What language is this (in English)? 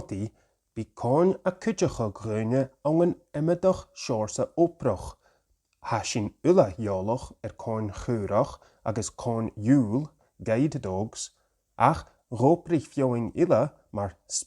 Scottish Gaelic